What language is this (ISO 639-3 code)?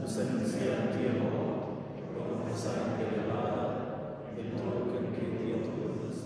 roh